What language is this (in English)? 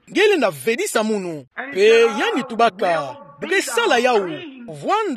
Kituba (Democratic Republic of Congo)